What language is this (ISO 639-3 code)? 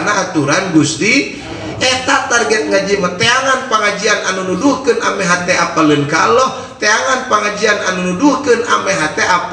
sun